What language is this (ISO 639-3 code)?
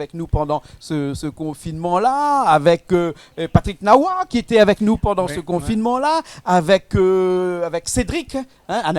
rcf